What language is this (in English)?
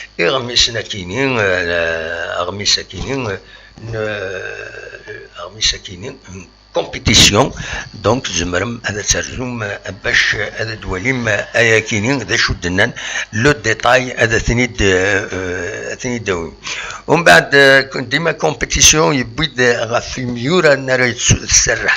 Kabyle